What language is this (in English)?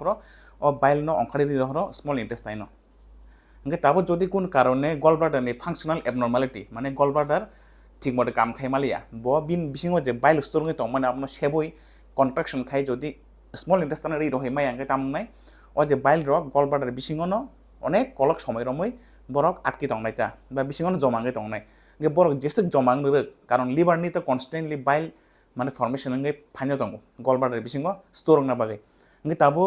Kok Borok